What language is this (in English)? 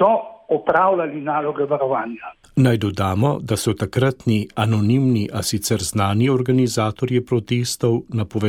Slovenian